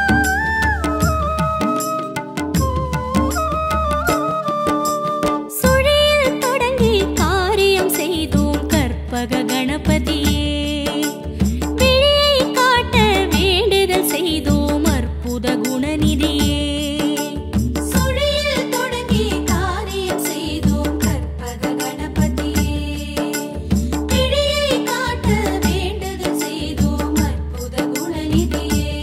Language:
Tamil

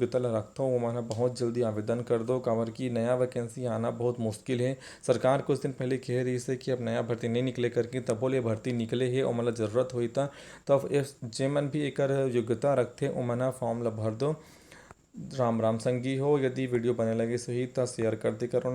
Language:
Chhattisgarhi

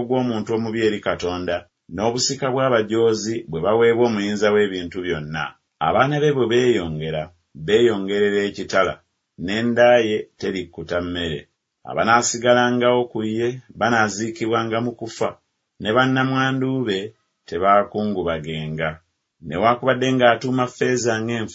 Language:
Ganda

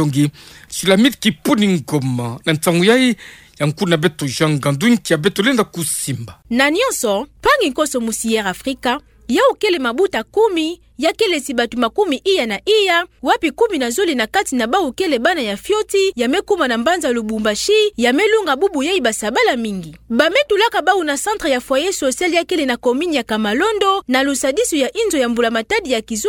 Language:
Kituba (Democratic Republic of Congo)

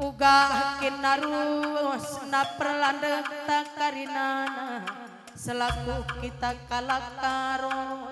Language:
Batak Karo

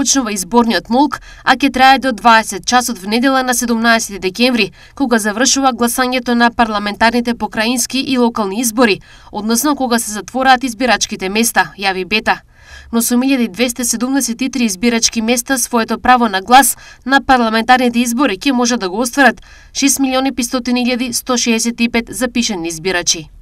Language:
Macedonian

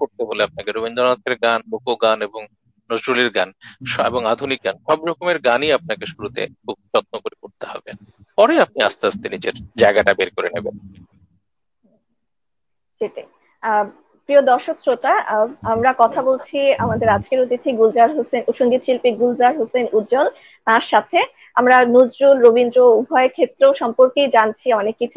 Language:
Bangla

